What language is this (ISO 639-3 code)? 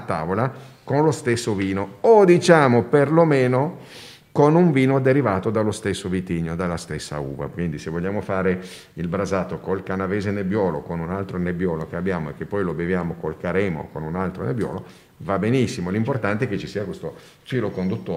ita